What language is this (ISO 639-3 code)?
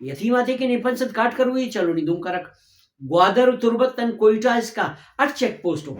brh